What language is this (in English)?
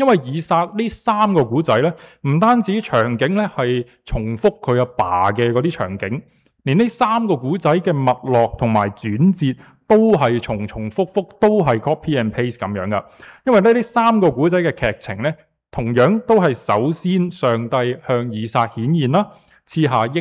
Cantonese